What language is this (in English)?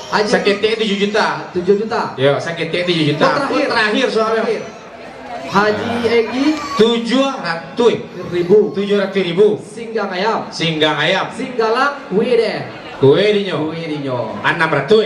Minangkabau